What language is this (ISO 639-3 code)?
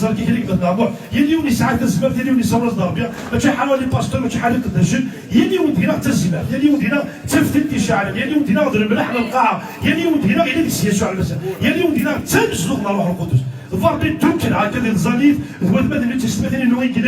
kab